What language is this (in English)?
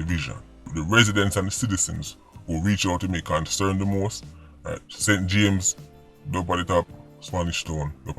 Jamaican Creole English